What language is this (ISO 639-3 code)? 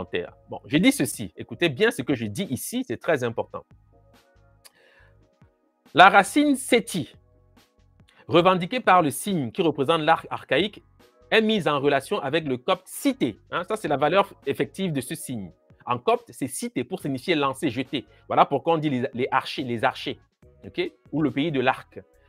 fra